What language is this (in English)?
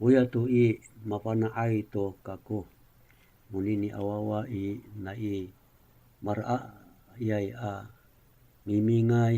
Amis